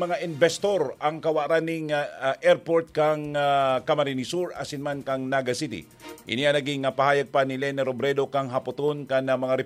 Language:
Bikol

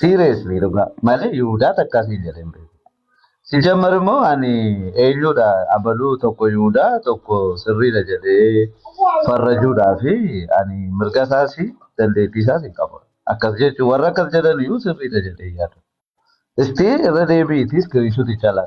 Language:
Oromo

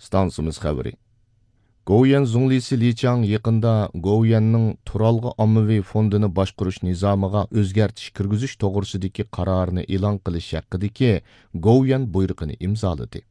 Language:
Uyghur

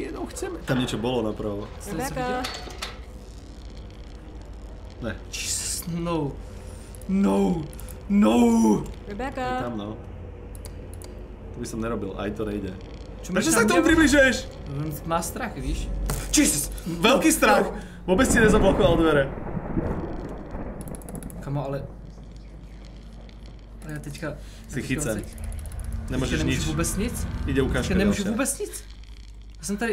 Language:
Czech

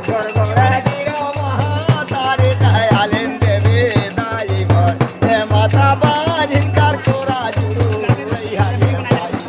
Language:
Chhattisgarhi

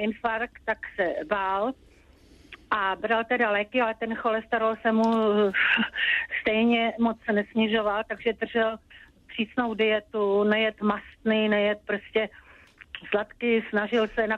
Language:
Czech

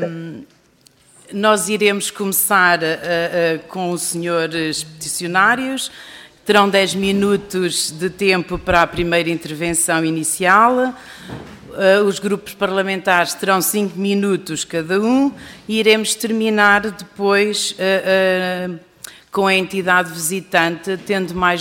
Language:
Portuguese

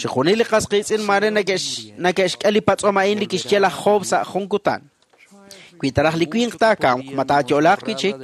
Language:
Kekchí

